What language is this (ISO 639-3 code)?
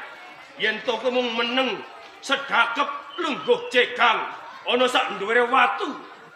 jav